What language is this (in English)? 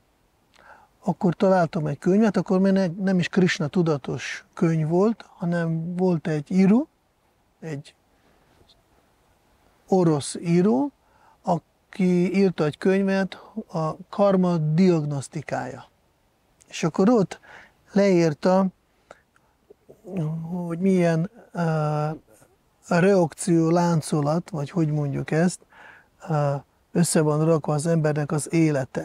Hungarian